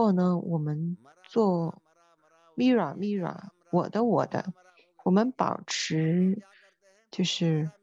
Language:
Chinese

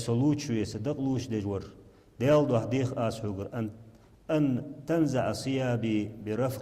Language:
Ingush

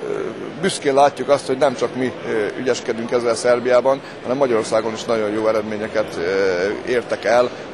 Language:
Hungarian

